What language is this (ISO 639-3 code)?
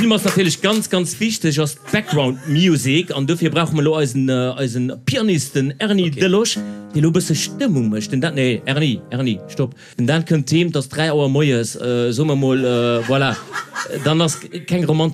ltz